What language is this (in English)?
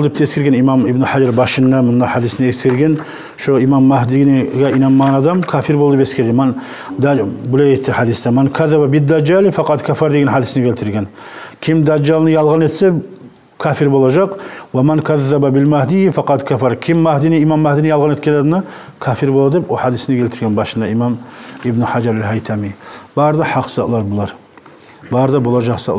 Kumyk